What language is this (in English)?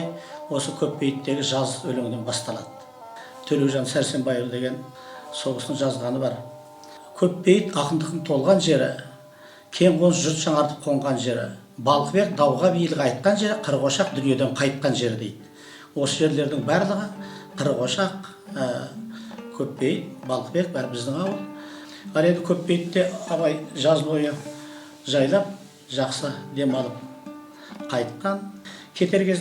Kazakh